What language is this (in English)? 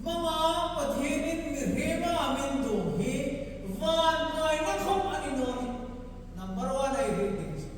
Hmar